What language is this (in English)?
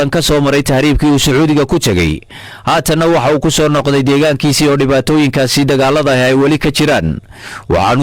Somali